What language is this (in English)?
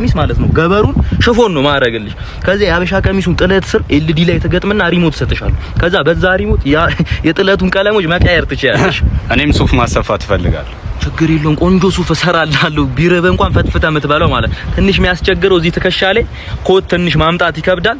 Amharic